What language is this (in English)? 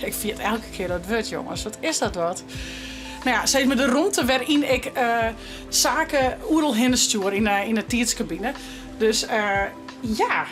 Western Frisian